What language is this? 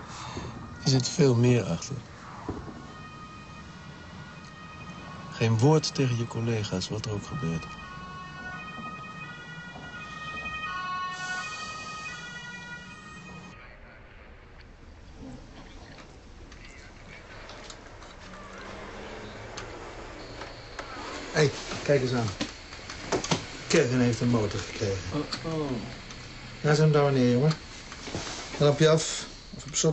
Dutch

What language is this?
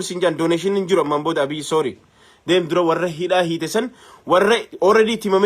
Oromo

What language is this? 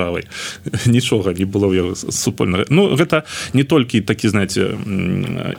Belarusian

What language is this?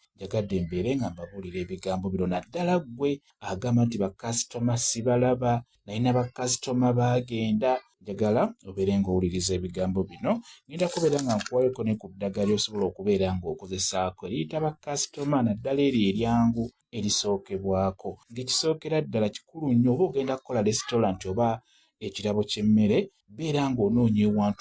Ganda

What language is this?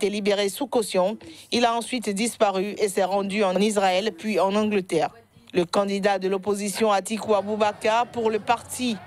French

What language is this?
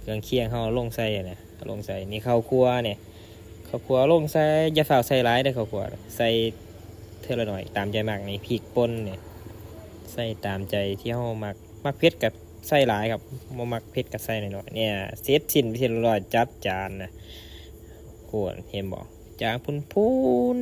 Lao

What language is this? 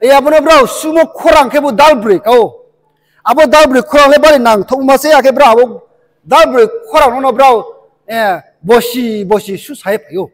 Riang (India)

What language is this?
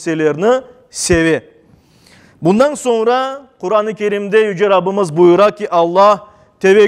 Crimean Tatar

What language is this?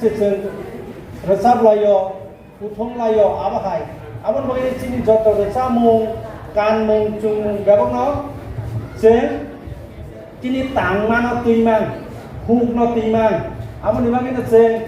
Kok Borok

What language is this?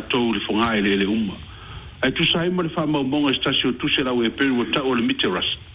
Samoan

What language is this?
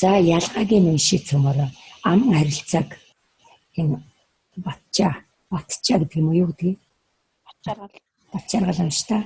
Mongolian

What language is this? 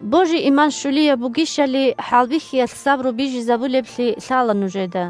Avaric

